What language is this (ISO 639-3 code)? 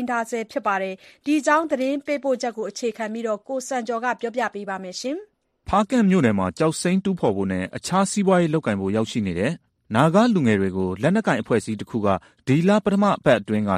mya